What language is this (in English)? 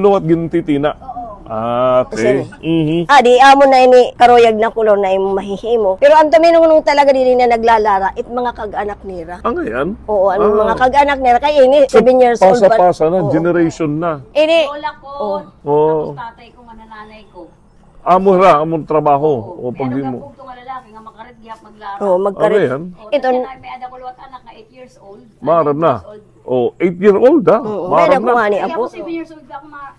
Waray